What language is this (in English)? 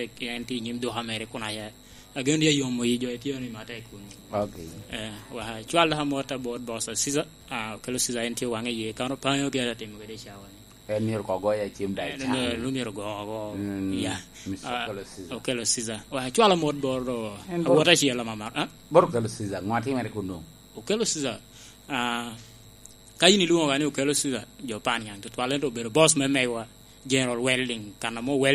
Lango (Uganda)